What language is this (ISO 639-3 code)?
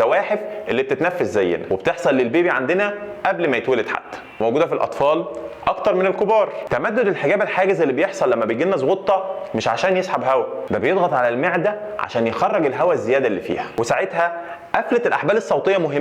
arz